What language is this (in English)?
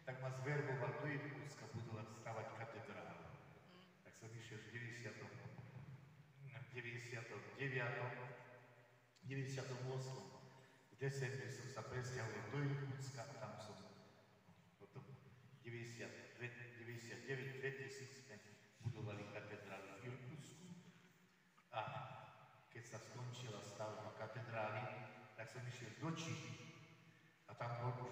Slovak